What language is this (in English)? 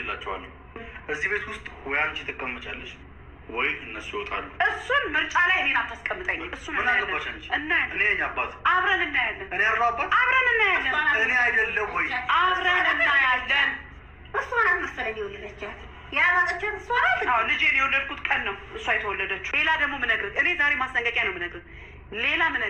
Amharic